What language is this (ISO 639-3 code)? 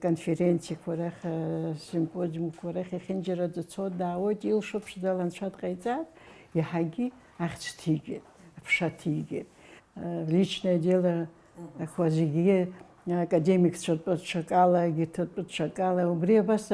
abk